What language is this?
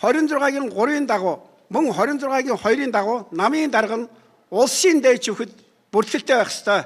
Mongolian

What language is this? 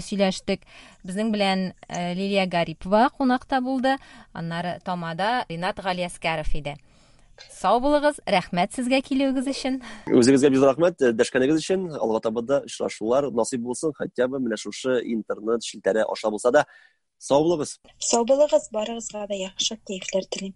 Tatar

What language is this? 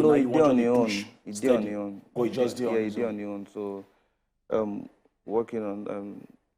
Nigerian Pidgin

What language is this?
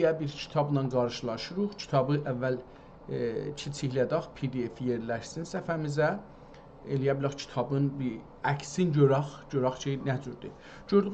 South Azerbaijani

